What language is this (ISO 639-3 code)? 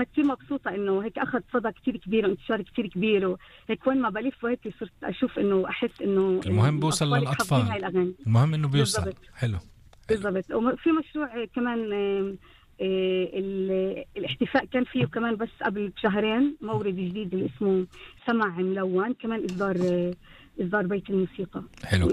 apc